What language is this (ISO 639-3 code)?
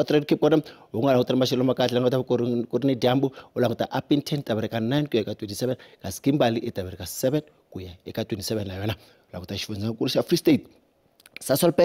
tso